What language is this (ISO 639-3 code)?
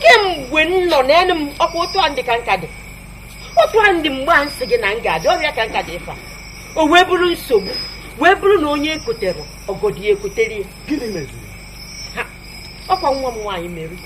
ibo